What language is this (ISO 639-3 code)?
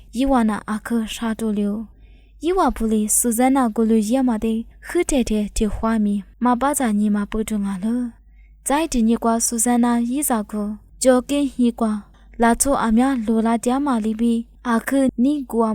lis